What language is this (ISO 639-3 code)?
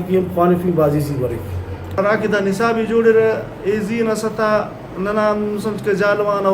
brh